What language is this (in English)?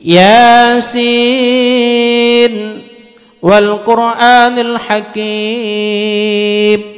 Achinese